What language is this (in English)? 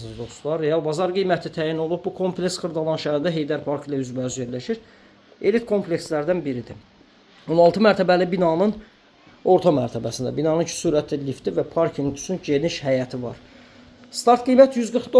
Azerbaijani